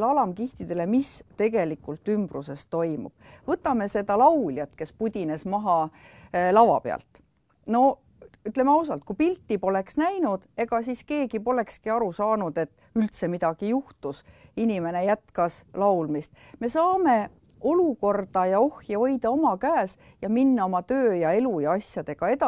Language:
Estonian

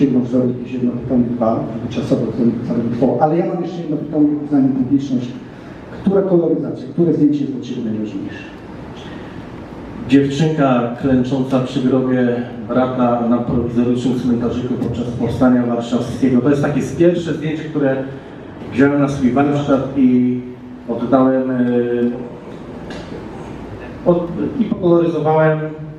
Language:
Polish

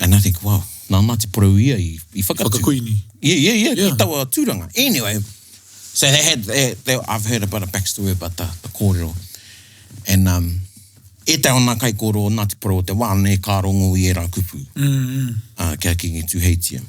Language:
Māori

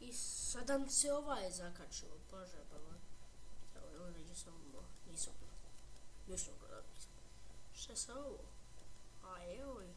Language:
Bosnian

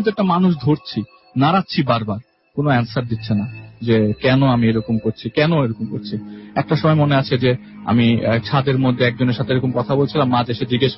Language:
Bangla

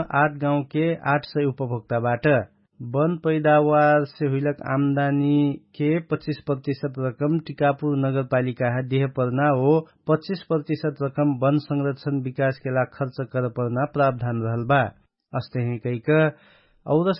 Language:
Dangaura Tharu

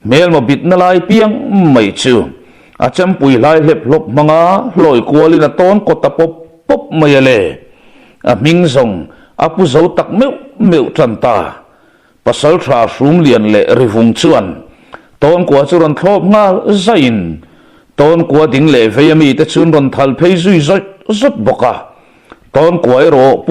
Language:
Mizo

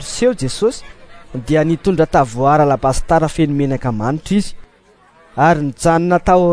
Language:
Malagasy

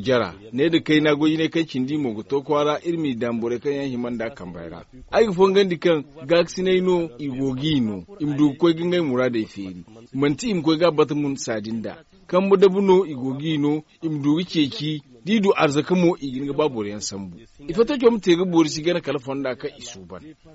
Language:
Zarma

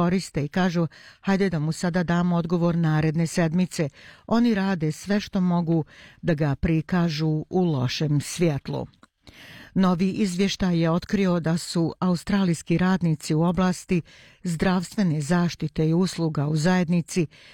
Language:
Bosnian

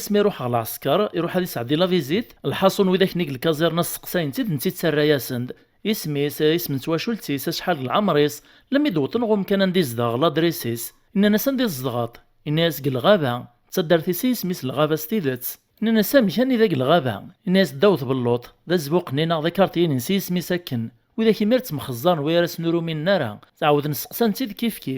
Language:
Kabyle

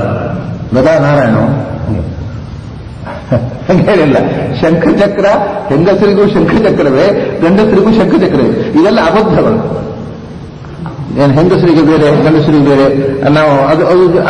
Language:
Kannada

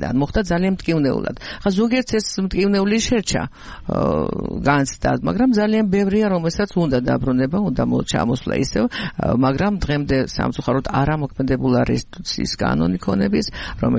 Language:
Georgian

